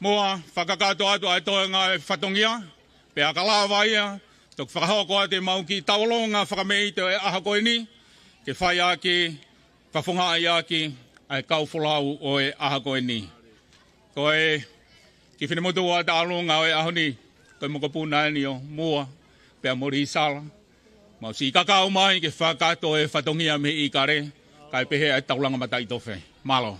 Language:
Tongan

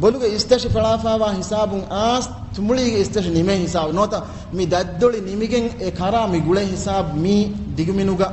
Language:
Divehi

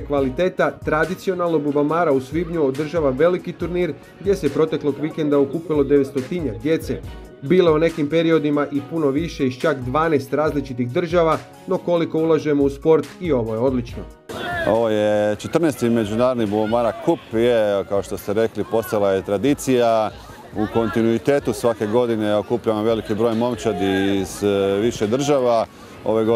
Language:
Croatian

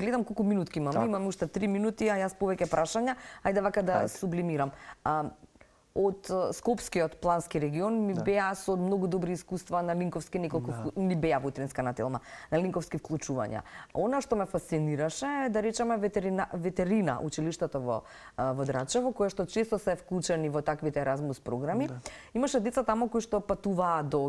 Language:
Macedonian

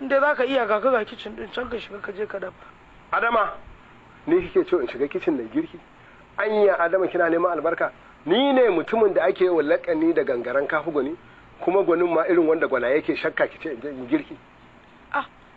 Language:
Hausa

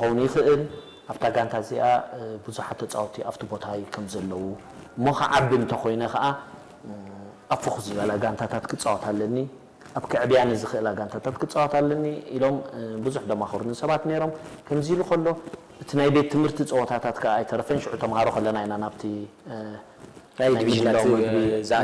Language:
Tigrinya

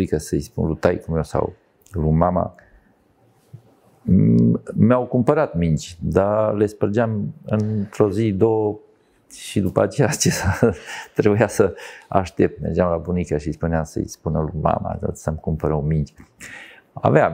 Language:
Romanian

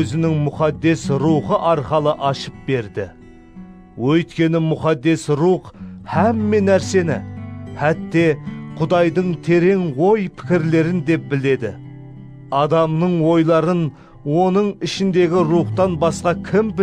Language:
Kara-Kalpak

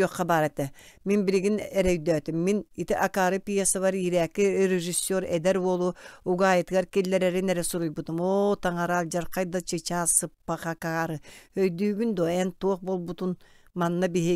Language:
Yakut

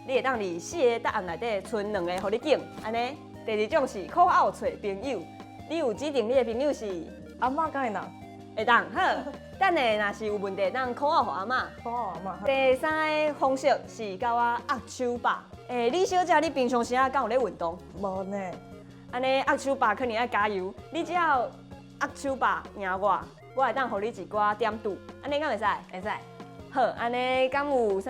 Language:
Min Nan Chinese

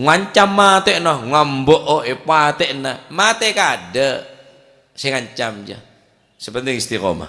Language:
Madurese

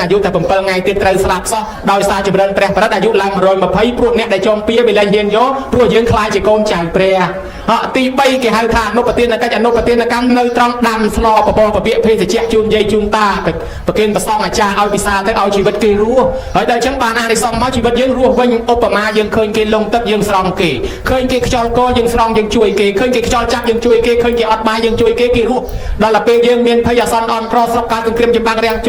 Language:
Khmer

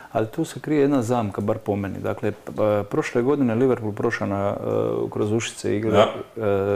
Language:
Croatian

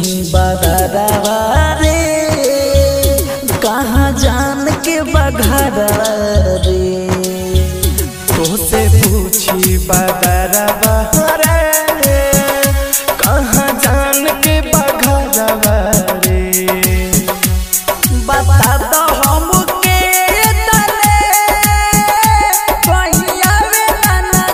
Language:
Bhojpuri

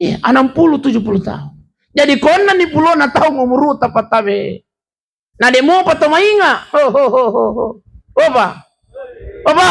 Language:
Buginese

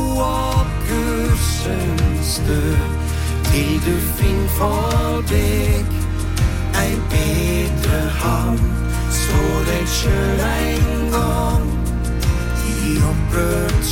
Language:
Norwegian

